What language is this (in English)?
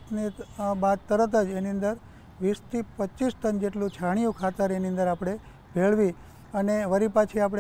Gujarati